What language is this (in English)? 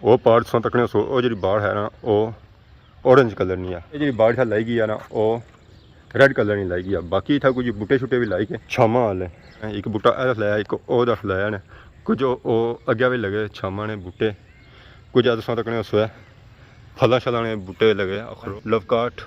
Pahari-Potwari